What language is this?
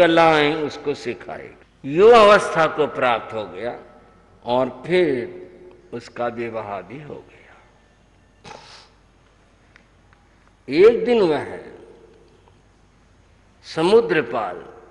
Hindi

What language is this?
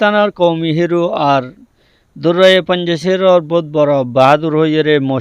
Rohingya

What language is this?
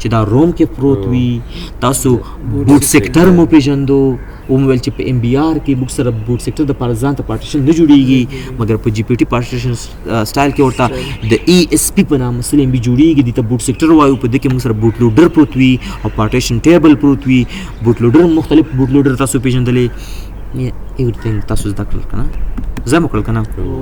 Pashto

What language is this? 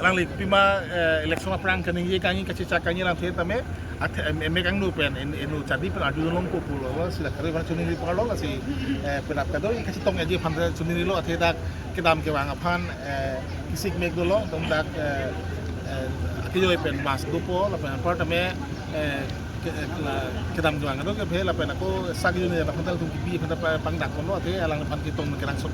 Karbi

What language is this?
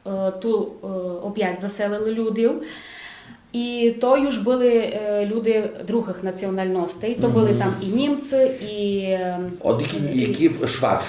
Rusyn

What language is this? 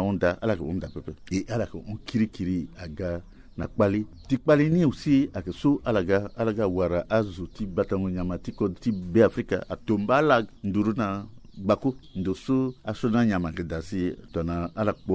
Sango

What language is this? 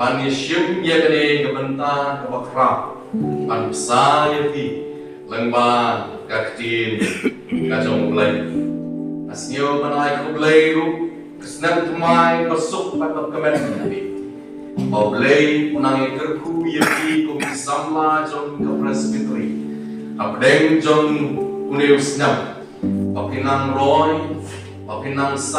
Khasi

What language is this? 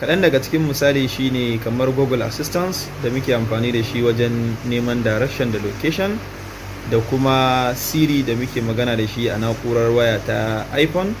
Hausa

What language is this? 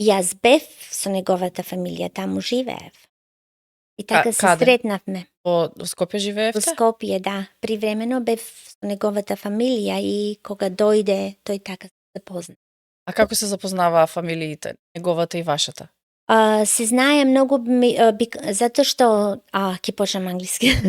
Macedonian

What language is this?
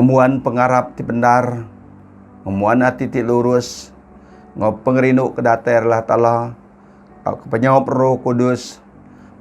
Iban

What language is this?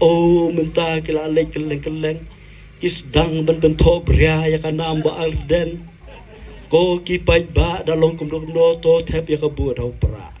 Khasi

